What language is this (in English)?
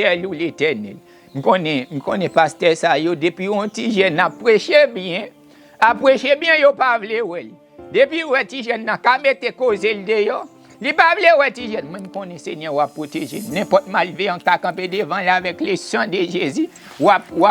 Haitian Creole